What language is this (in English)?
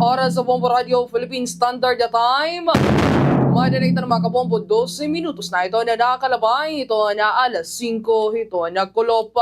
Waray